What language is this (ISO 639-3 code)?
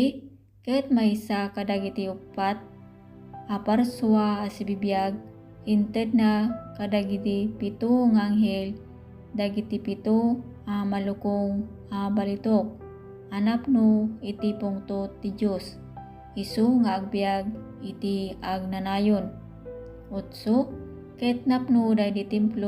ilo